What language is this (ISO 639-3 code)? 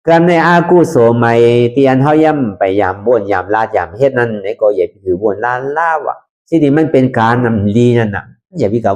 shn